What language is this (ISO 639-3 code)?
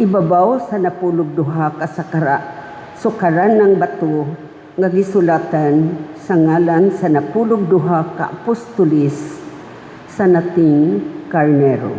ceb